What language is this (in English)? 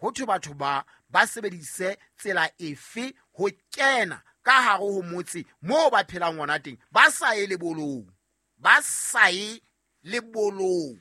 Southern Sotho